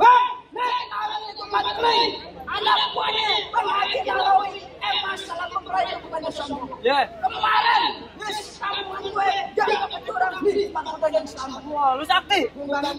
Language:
Betawi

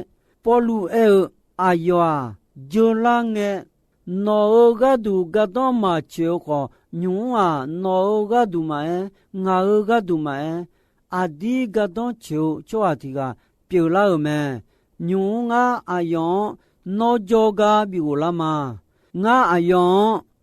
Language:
Akha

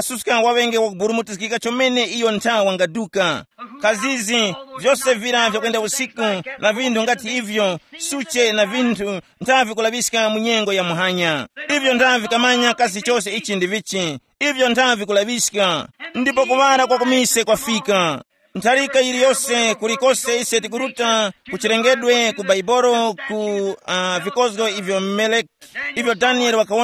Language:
Tumbuka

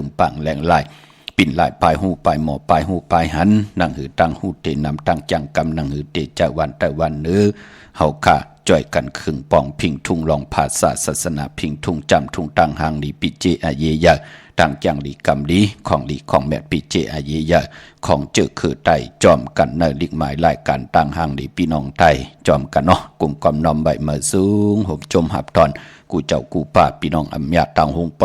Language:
Shan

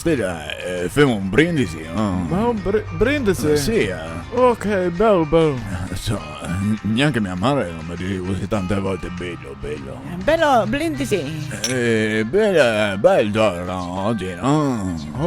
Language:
Venetian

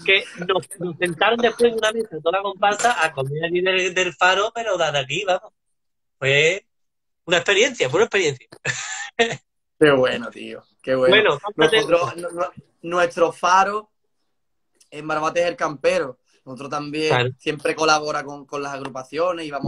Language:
Spanish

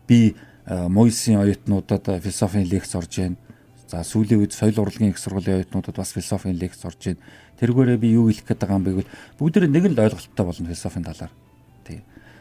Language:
Mongolian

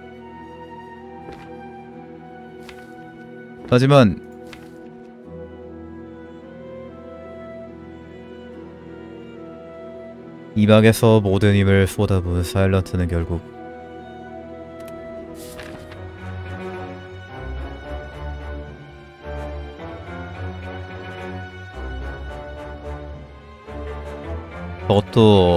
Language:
Korean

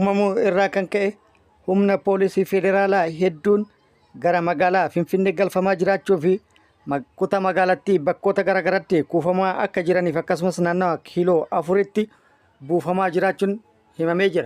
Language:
Oromo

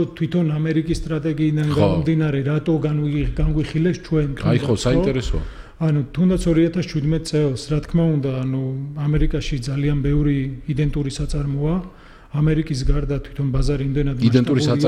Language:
Georgian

